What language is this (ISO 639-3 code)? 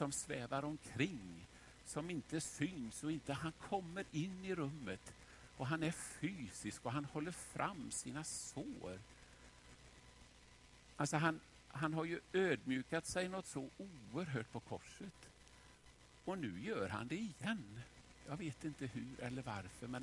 swe